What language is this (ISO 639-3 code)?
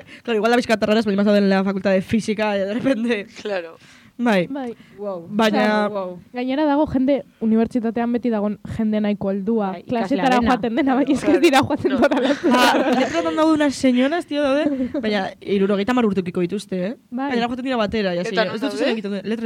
eus